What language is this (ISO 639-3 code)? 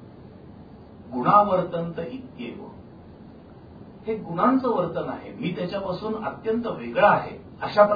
mar